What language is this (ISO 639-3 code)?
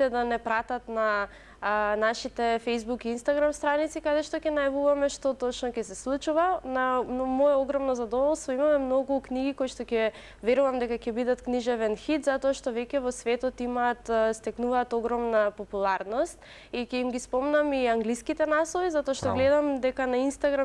mkd